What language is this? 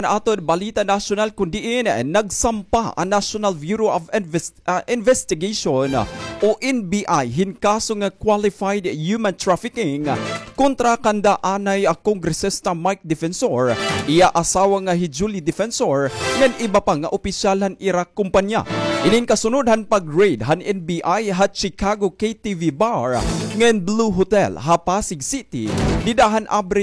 Waray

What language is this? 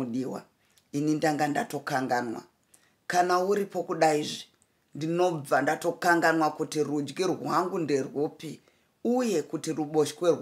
Shona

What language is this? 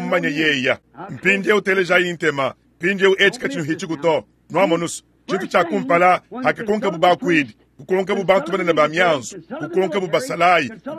Luba-Lulua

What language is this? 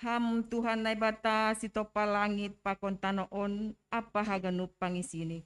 Batak Simalungun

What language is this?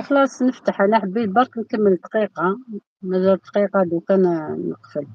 Algerian Arabic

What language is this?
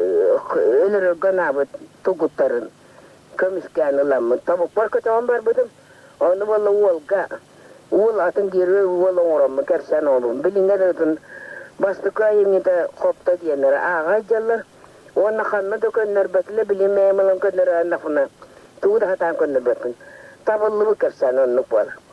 Yakut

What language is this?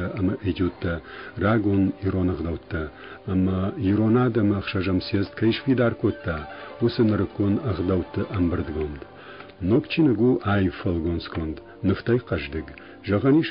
Ossetic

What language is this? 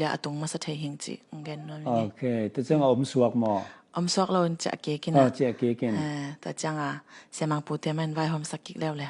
Tedim Chin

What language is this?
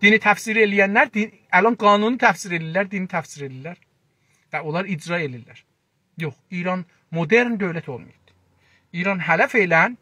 South Azerbaijani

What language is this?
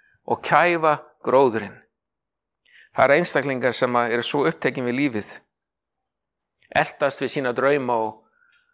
Icelandic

